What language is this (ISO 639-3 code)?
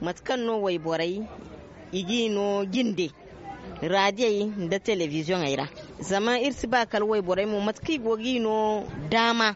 dje